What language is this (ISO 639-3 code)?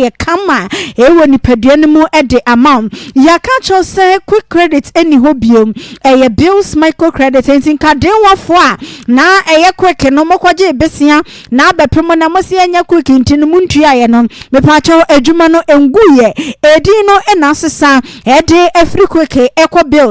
aka